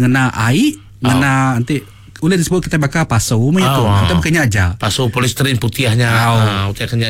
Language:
Iban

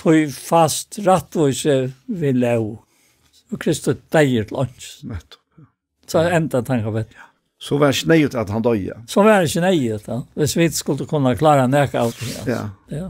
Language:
Faroese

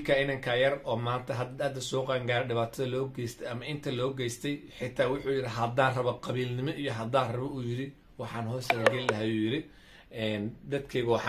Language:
Somali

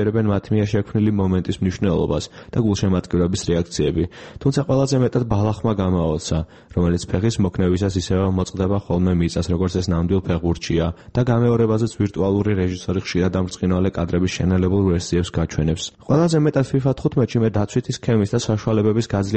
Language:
Georgian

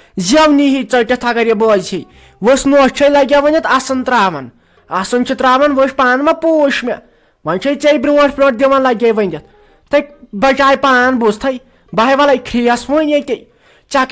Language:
Kashmiri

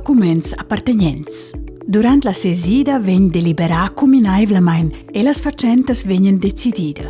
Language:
Romansh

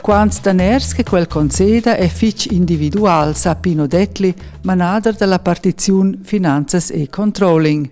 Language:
Romansh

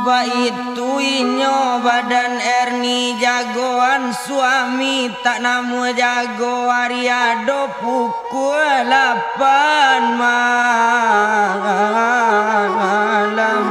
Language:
Minangkabau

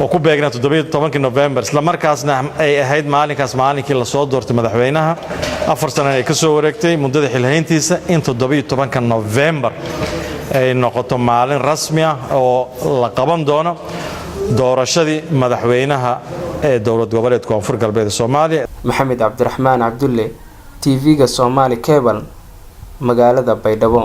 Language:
Somali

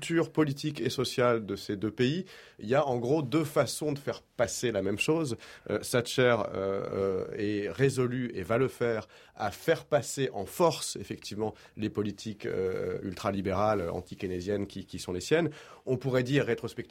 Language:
French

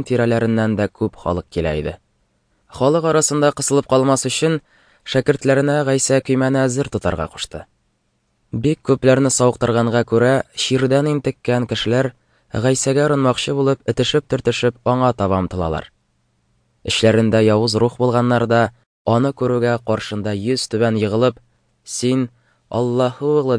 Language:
Tatar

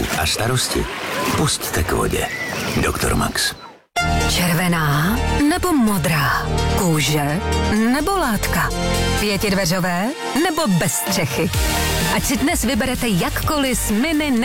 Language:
Czech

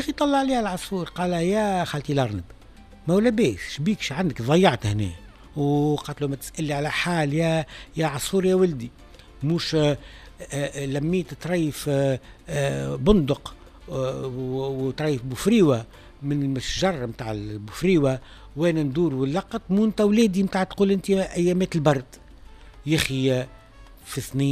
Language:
Tunisian Arabic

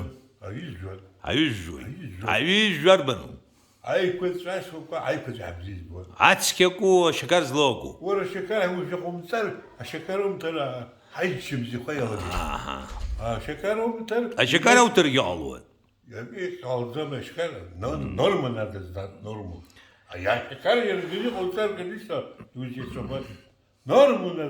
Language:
Abkhazian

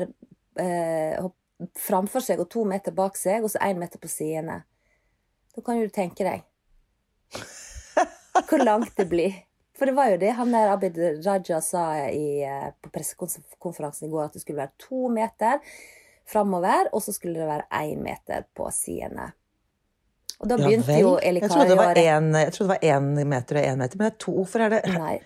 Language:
Norwegian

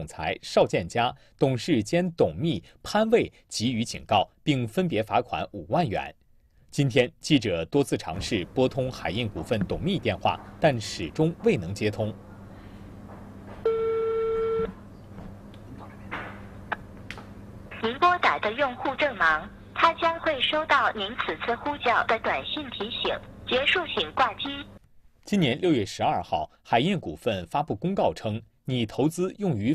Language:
Chinese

